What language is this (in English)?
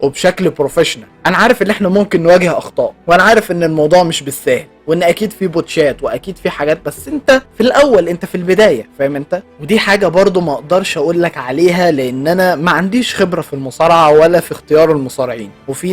Egyptian Arabic